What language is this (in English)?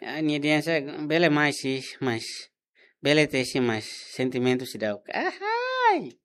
Tetum